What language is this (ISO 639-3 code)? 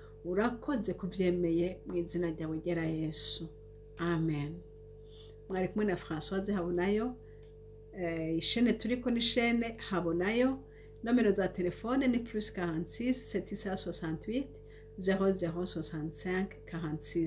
run